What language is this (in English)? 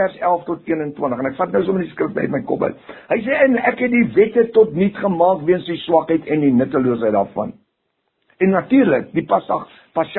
Afrikaans